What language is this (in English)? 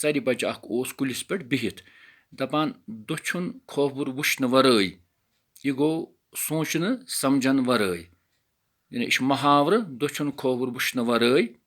Kashmiri